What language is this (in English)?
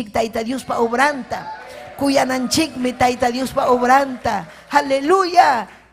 Ayacucho Quechua